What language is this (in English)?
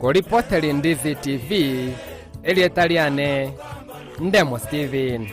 Gusii